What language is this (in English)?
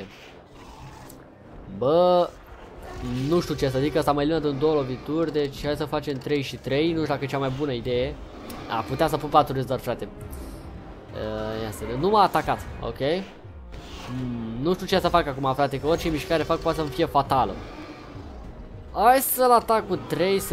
Romanian